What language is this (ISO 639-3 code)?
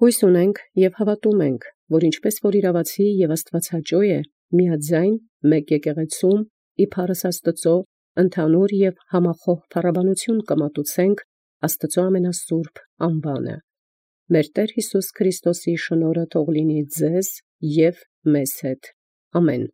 hye